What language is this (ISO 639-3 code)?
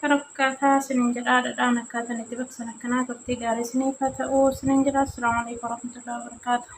orm